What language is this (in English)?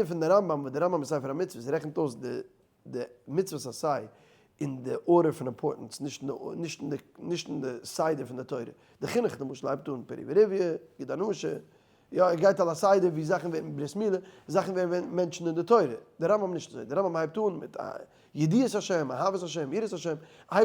Yiddish